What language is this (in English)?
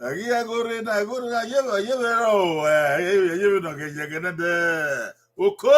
Bini